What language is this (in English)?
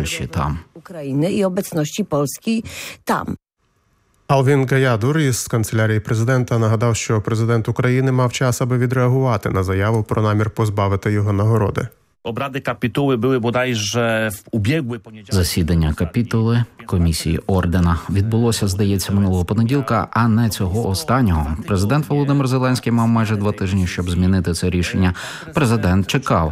Ukrainian